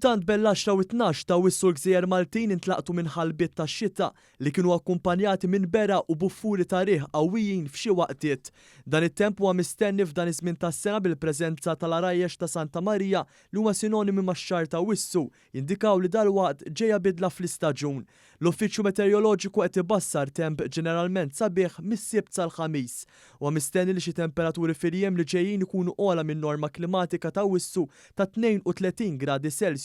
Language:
Maltese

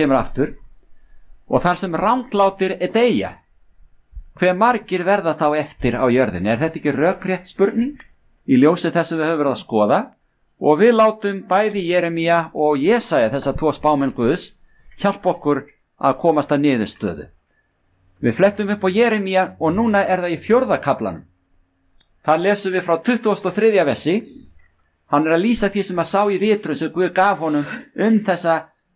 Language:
Icelandic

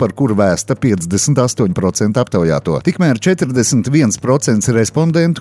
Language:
Latvian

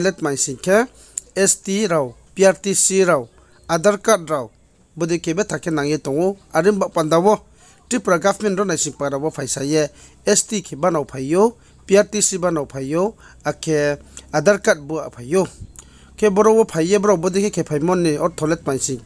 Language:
Riang (India)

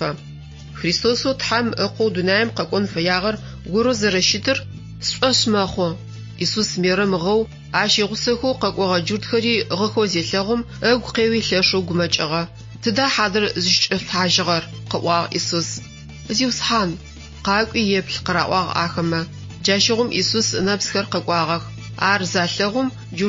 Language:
Adyghe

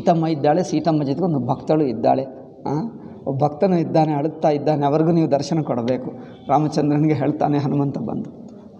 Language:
Kannada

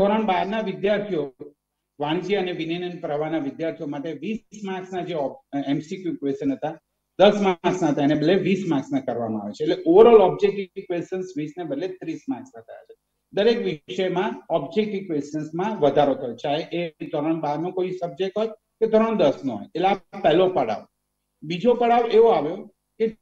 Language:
Gujarati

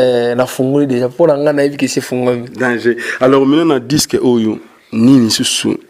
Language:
Lingala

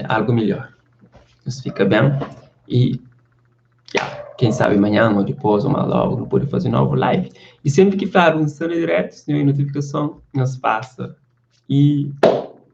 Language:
Kabuverdianu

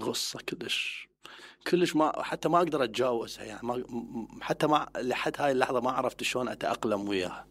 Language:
Mesopotamian Arabic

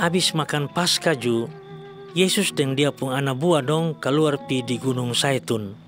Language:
Kupang Malay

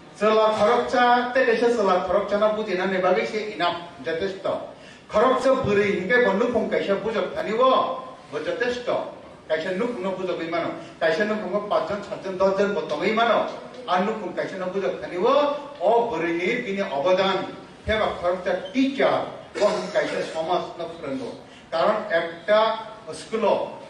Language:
Kok Borok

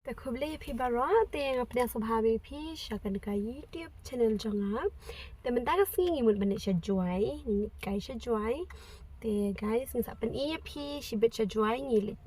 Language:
Khasi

